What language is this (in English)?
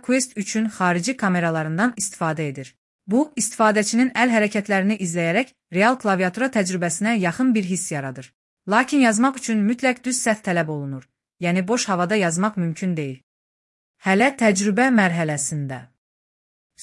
Azerbaijani